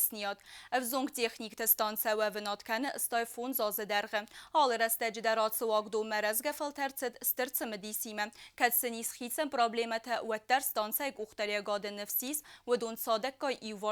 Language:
Ossetic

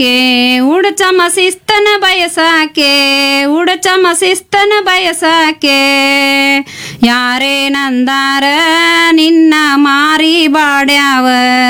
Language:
Kannada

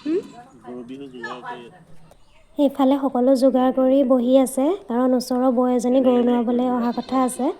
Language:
Assamese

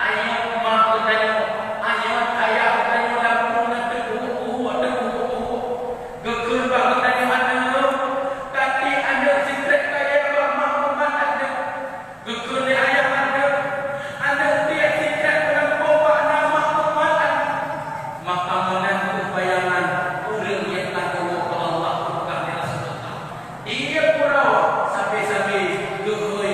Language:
Achinese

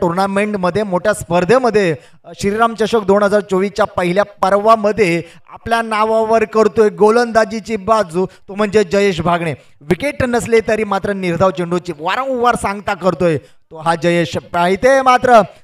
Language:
Marathi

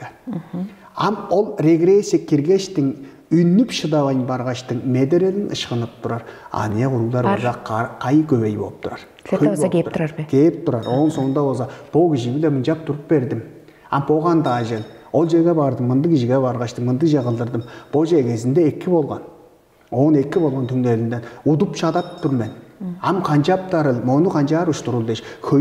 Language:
Tuvinian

